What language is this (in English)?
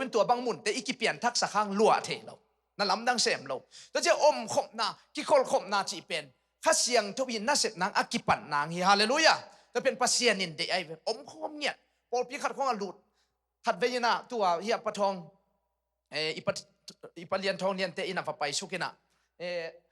Tedim Chin